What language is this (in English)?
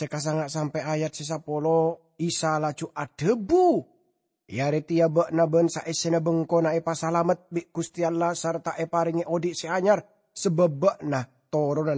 Madurese